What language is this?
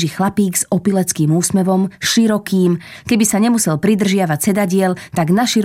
Slovak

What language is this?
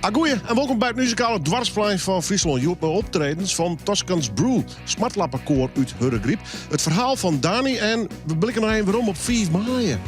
Western Frisian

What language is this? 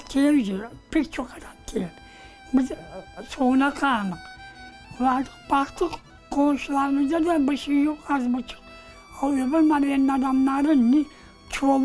Crimean Tatar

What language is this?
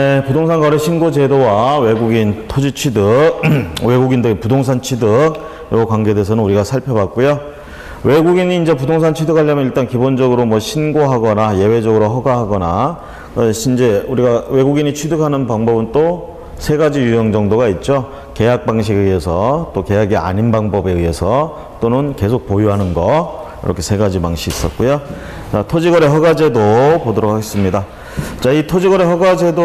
Korean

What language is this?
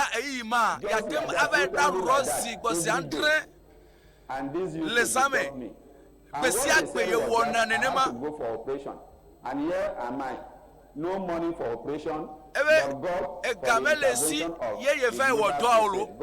Ewe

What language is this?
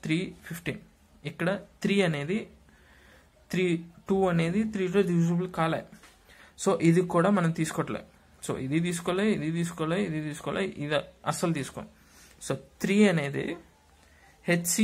Telugu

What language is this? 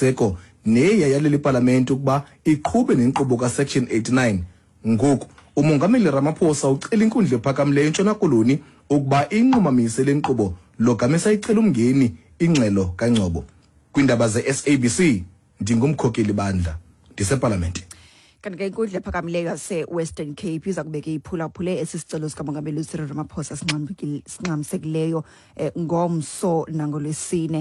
Xhosa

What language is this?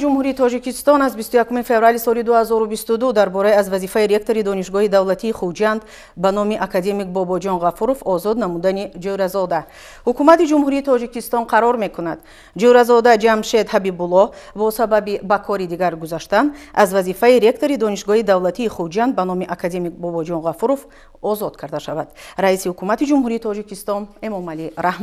Tajik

